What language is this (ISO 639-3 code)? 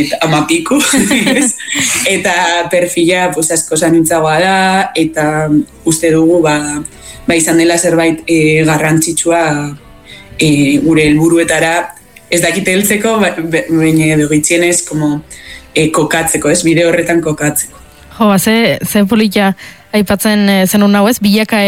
eus